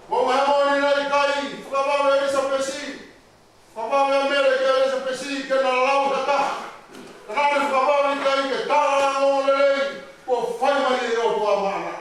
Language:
Tongan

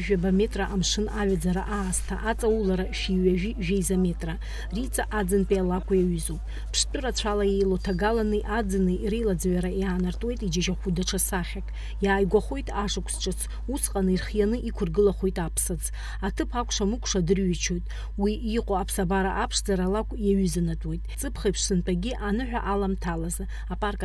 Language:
Abkhazian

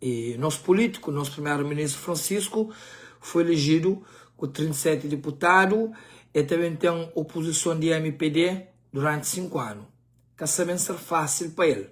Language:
Kabuverdianu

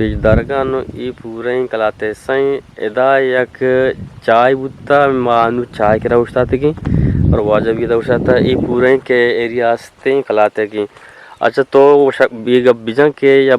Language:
Eastern Balochi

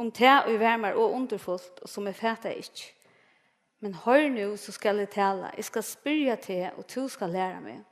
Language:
Faroese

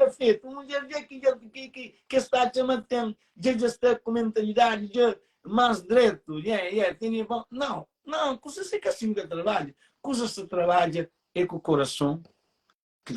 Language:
Kabuverdianu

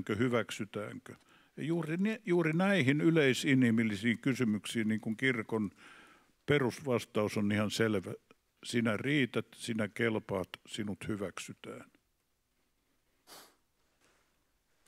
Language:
Finnish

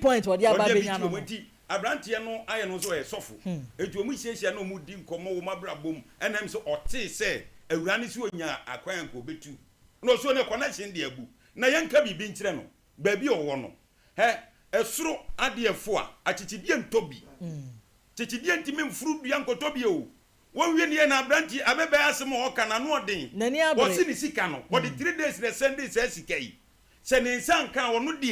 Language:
Akan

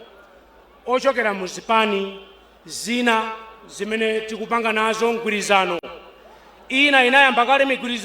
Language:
Nyanja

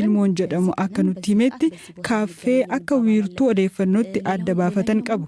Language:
Oromo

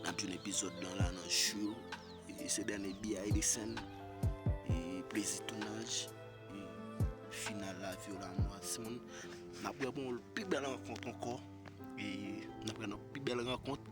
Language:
Haitian Creole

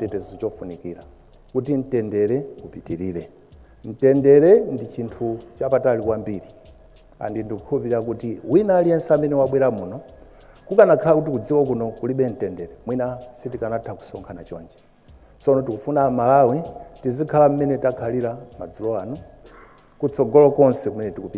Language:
Nyanja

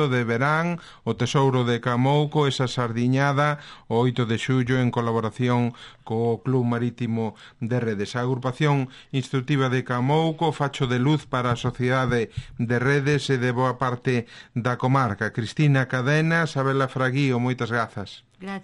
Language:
Galician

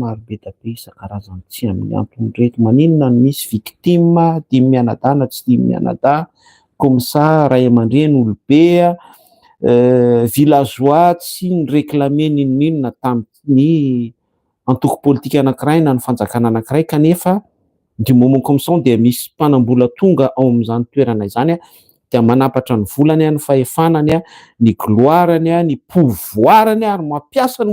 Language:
Malagasy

